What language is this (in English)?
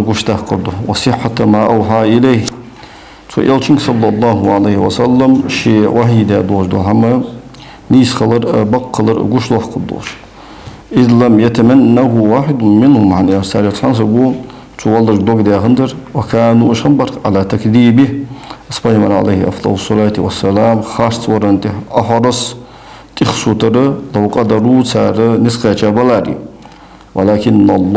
Ingush